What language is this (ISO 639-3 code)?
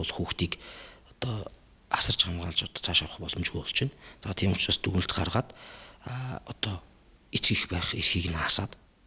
mon